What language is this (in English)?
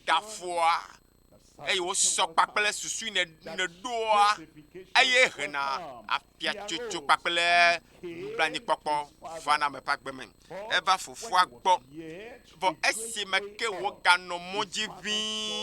Ewe